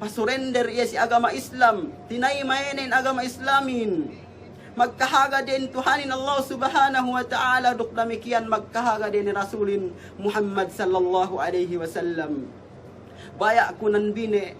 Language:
Yakan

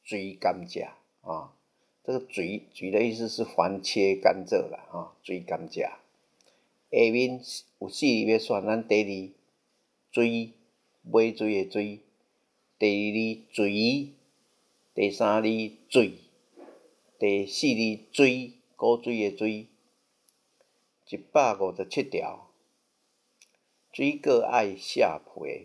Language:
Min Nan Chinese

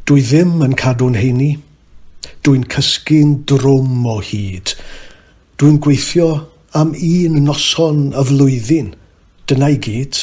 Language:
Welsh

